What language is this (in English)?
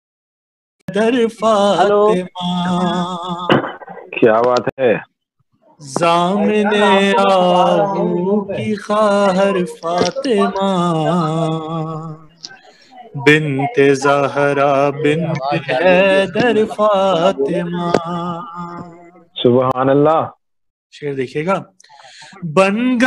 Urdu